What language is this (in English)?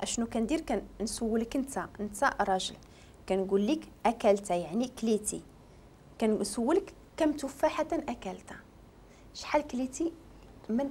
Moroccan Arabic